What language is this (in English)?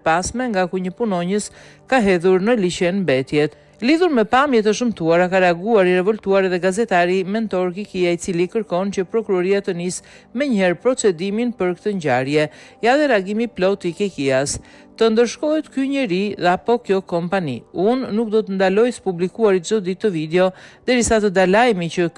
Albanian